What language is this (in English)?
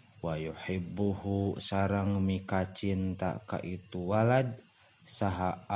Sundanese